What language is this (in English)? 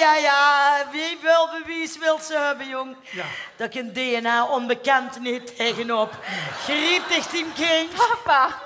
Limburgish